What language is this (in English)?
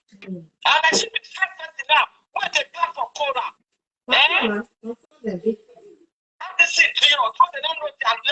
Nigerian Pidgin